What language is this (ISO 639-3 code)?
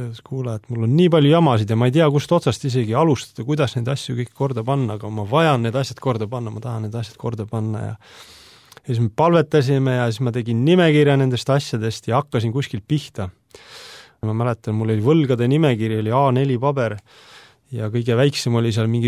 est